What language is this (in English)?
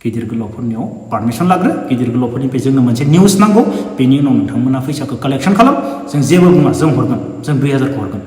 Bodo